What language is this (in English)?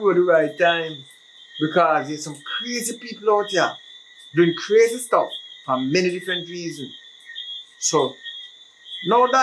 Jamaican Creole English